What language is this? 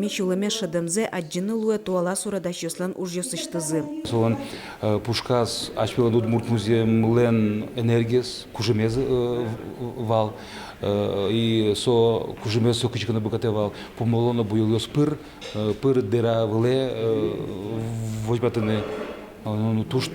Udmurt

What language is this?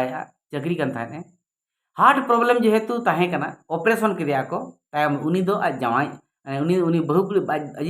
Santali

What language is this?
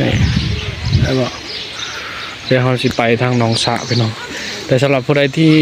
Lao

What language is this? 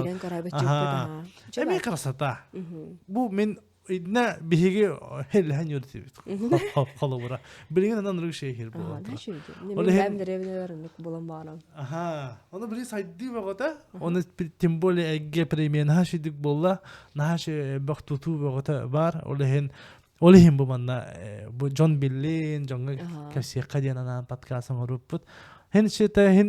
Yakut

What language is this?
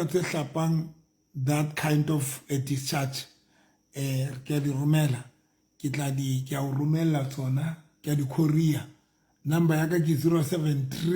Southern Sotho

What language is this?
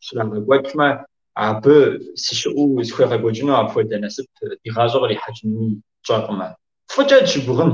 Kabardian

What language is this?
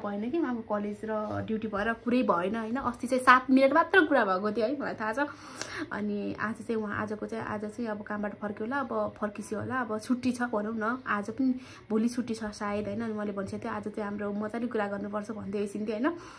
Nepali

